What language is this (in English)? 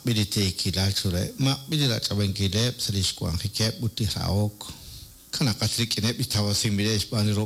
Kekchí